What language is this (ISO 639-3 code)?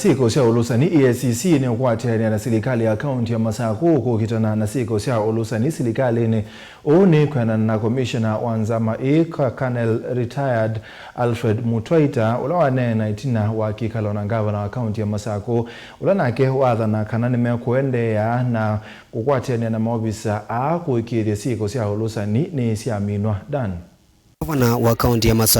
kam